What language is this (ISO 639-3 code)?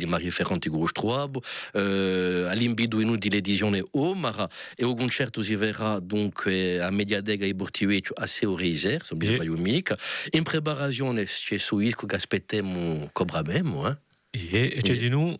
cos